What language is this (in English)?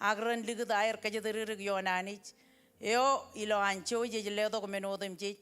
Marshallese